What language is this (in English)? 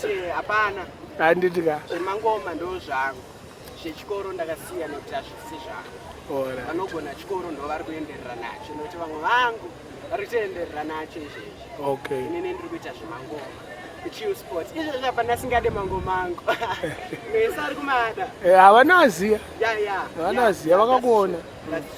Shona